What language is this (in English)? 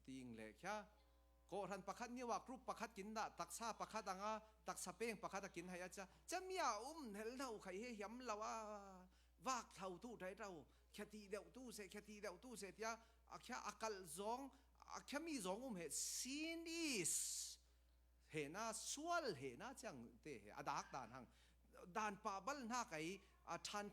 Falam Chin